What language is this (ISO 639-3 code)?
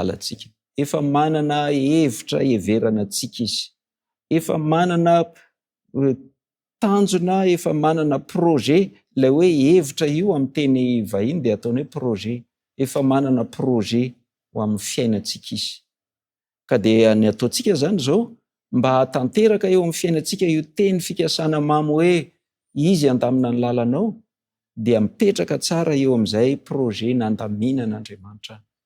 mlg